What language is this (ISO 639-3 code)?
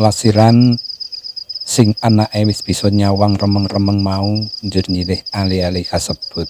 jav